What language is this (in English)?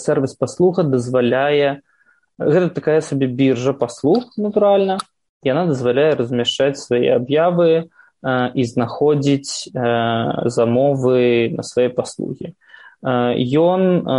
Belarusian